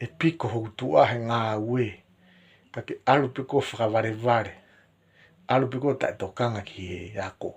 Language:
Tongan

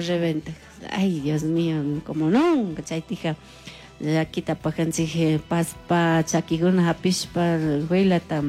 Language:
Chimborazo Highland Quichua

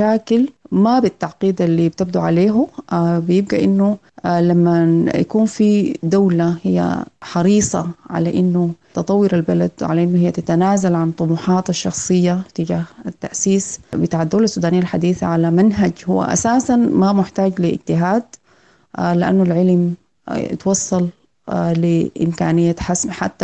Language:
Sudanese Arabic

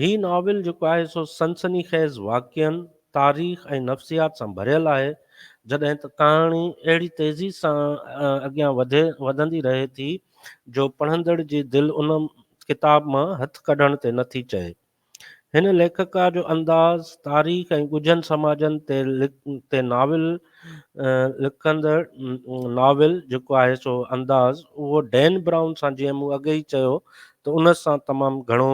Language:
Sindhi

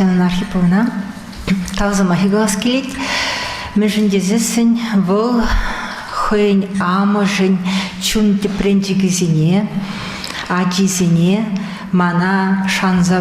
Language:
Chuvash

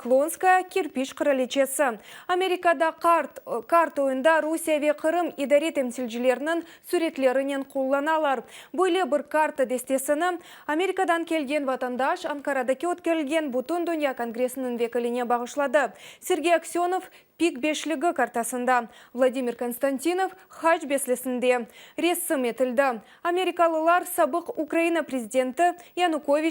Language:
Crimean Tatar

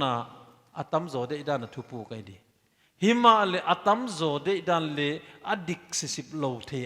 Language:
Paite Chin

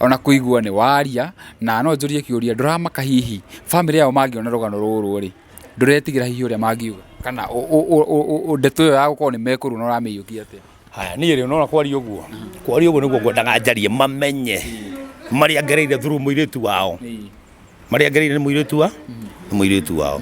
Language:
Kikuyu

